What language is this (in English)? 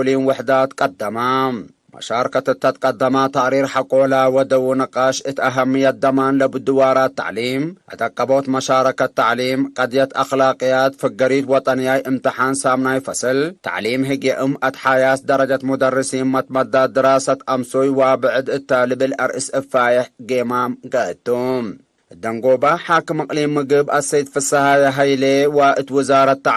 Tigre